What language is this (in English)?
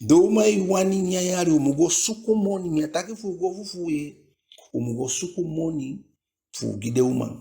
Eastern Maroon Creole